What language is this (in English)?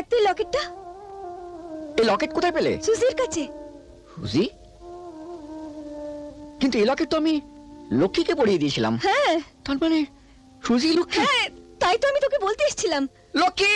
Bangla